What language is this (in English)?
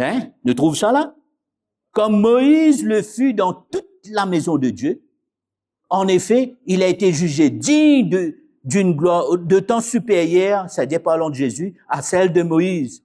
Morisyen